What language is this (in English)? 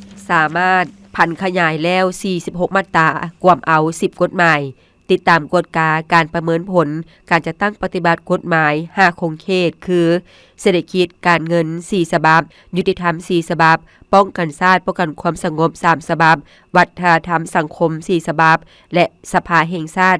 Lao